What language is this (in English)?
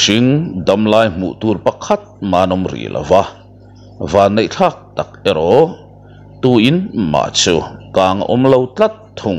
Mizo